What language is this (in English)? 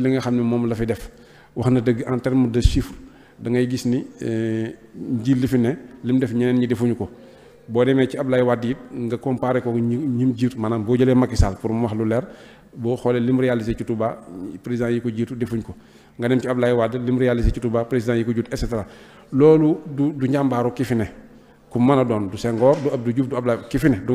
Wolof